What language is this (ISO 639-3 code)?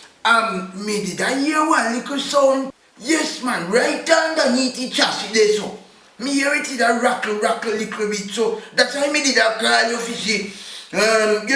jam